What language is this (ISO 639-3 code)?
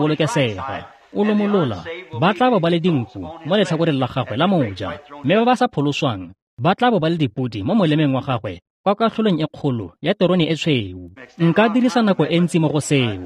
tsn